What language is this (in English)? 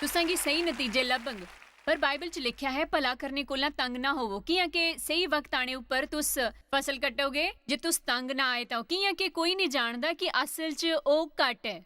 Dogri